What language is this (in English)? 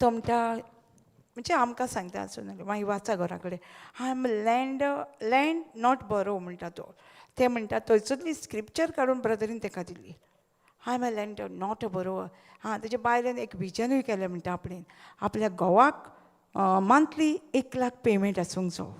Konkani